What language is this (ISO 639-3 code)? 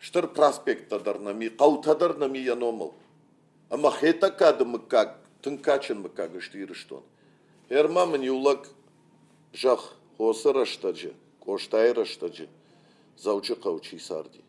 oss